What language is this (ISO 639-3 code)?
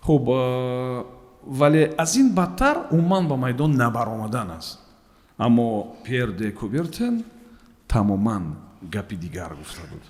tgk